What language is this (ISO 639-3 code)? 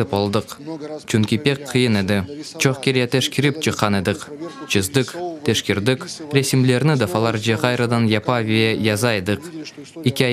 crh